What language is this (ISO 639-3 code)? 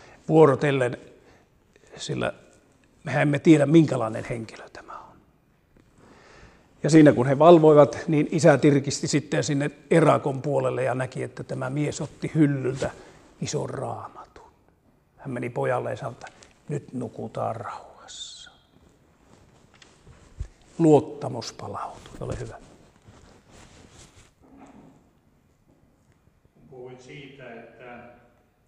fin